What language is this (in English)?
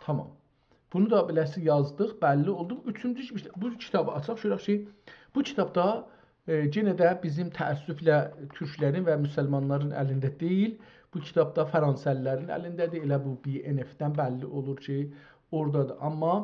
South Azerbaijani